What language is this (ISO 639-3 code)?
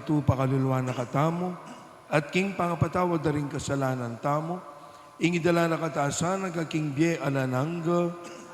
pam